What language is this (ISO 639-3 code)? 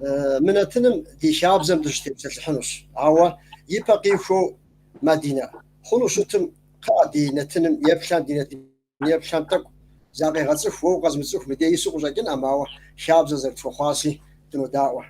kbd